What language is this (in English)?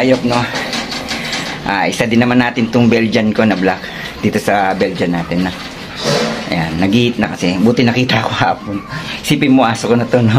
Filipino